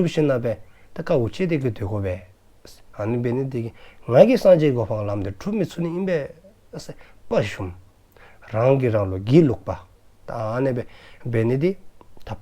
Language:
Dzongkha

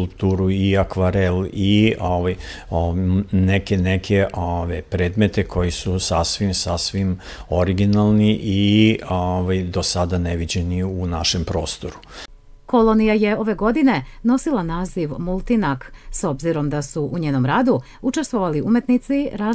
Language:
Serbian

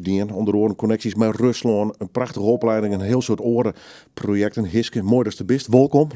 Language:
Western Frisian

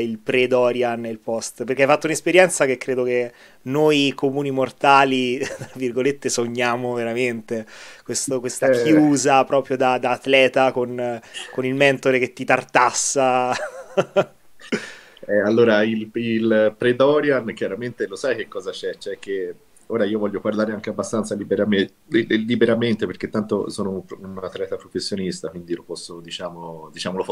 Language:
Italian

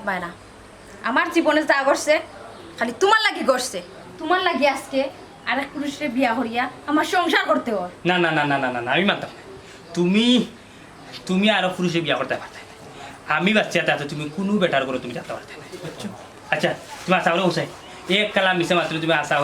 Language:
Sylheti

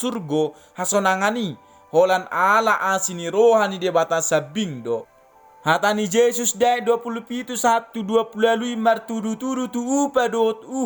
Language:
Batak Toba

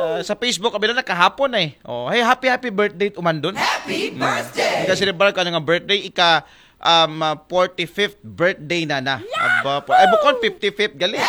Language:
Aklanon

